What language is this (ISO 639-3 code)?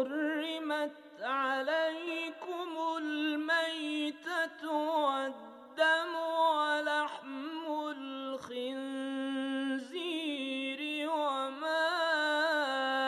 ben